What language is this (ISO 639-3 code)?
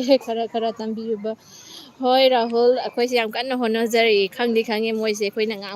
mni